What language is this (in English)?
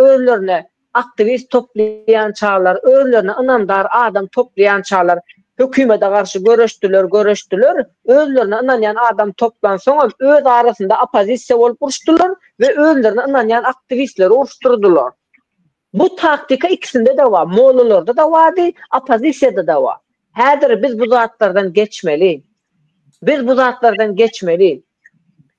Turkmen